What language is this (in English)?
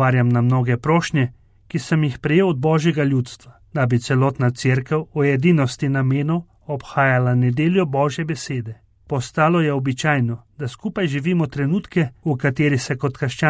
Slovenian